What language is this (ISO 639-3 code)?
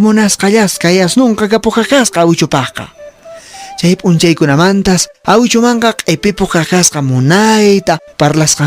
que